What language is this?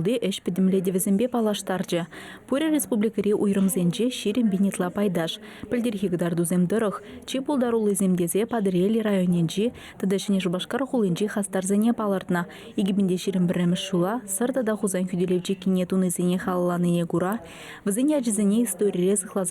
Chuvash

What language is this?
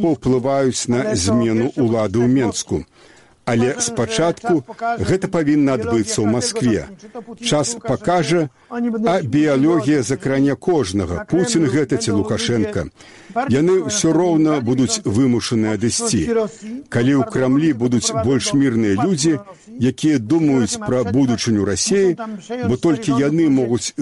Belarusian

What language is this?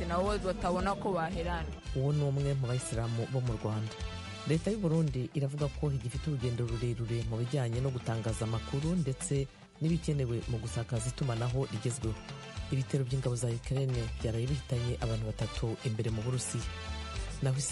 Kinyarwanda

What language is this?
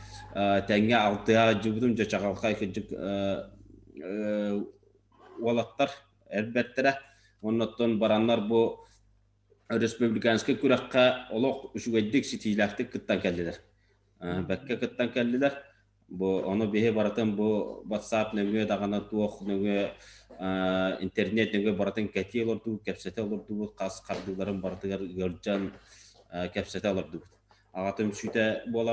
Yakut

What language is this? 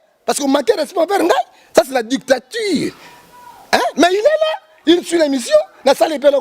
Lingala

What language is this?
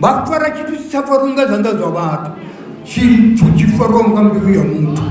Venda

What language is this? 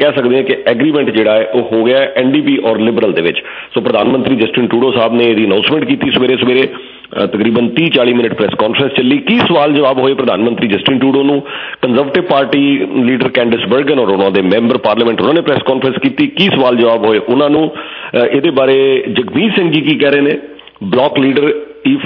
Punjabi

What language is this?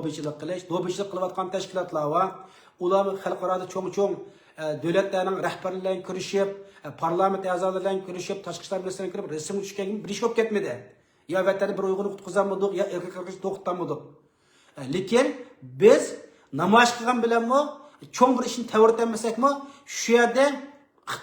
Uyghur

